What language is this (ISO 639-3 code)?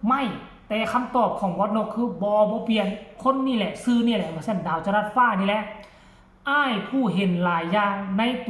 tts